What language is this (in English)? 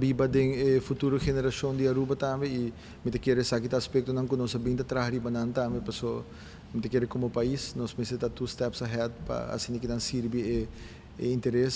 Papiamento